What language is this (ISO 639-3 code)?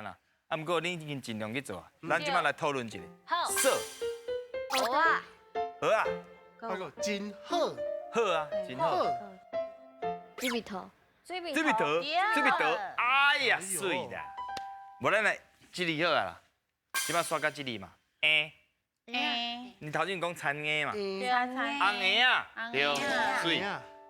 nan